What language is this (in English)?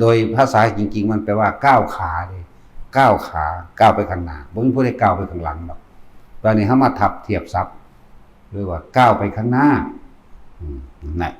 Lao